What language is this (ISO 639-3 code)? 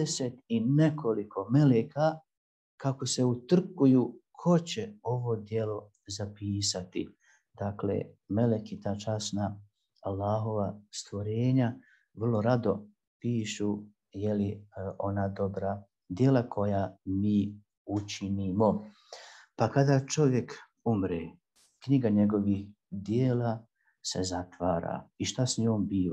bos